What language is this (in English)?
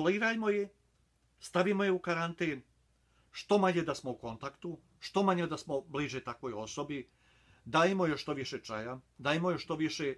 Bosnian